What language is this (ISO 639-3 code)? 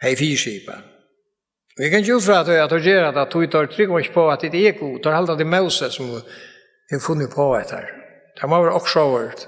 fao